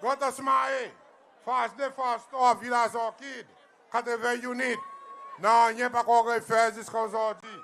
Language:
Seselwa Creole French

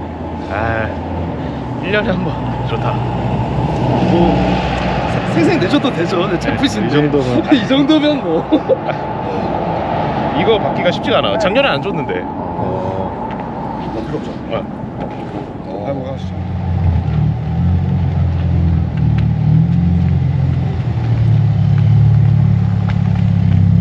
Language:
Korean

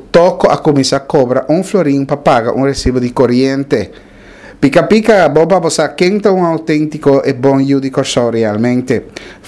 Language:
Papiamento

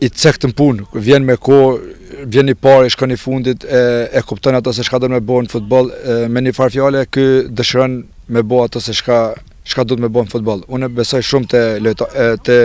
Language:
Albanian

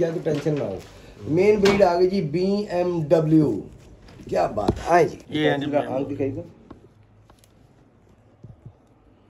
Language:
Hindi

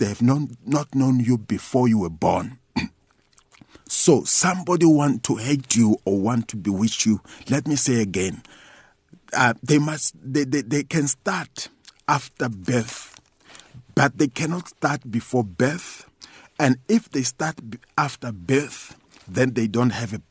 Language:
Tsonga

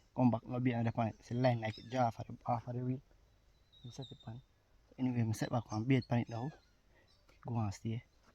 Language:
Jamaican Creole English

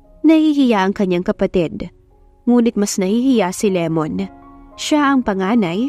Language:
Filipino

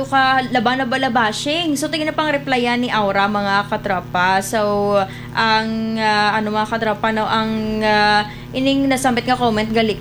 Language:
Hiligaynon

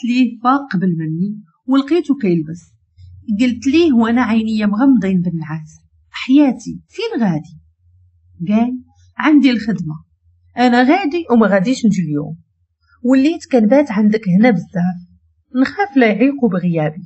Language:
Moroccan Arabic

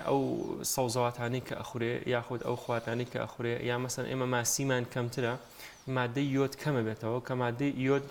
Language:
Central Kurdish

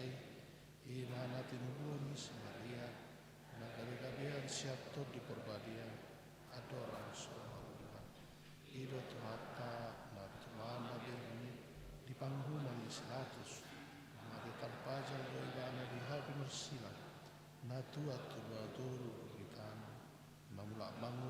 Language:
Batak Toba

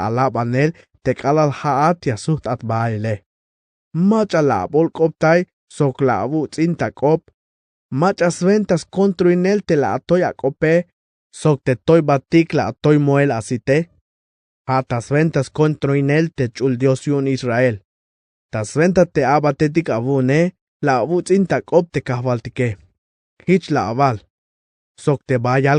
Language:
Tzeltal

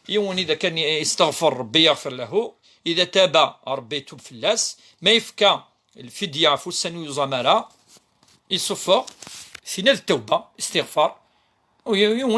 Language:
Kabyle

